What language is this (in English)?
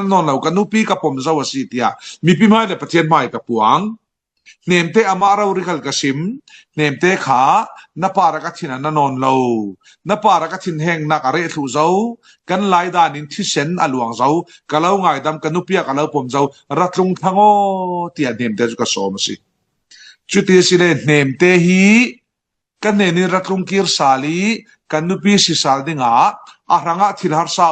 Falam Chin